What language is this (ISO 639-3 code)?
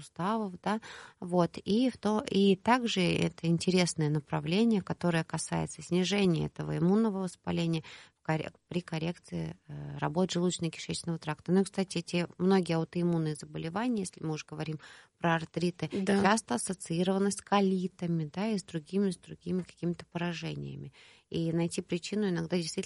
rus